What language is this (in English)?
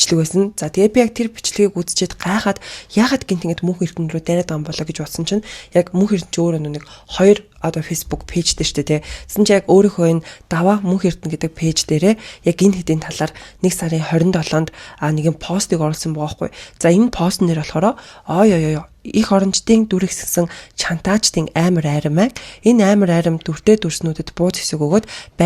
Mongolian